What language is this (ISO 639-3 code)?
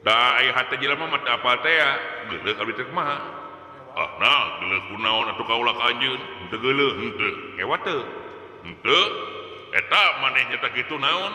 sun